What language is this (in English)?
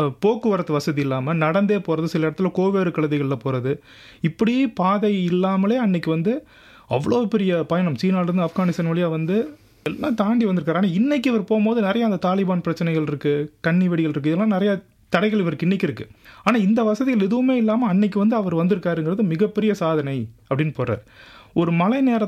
Tamil